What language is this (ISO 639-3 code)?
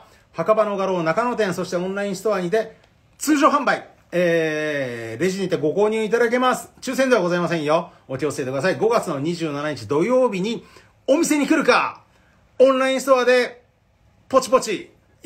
jpn